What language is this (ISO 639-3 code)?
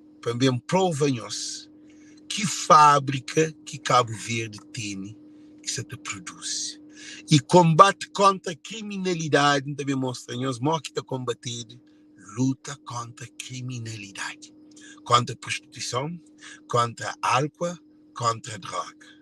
kea